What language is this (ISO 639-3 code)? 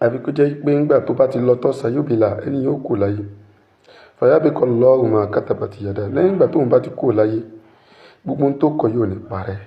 yor